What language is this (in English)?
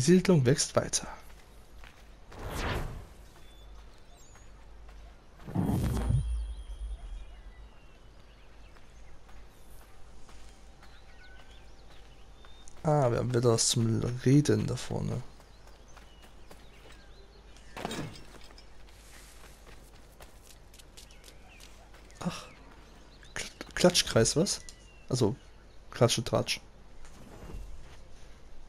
German